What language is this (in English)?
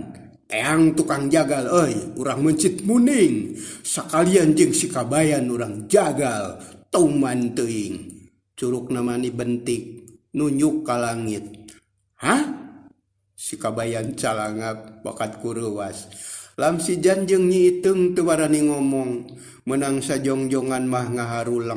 Sundanese